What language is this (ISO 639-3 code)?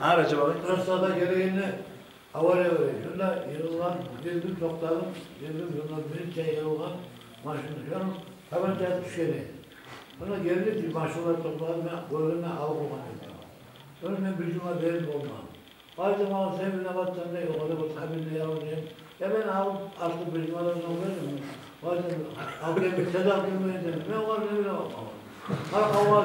kum